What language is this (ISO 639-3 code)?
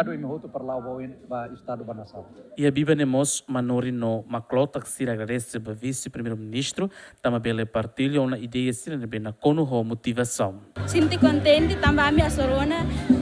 tet